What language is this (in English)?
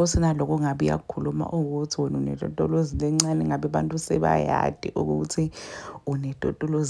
Zulu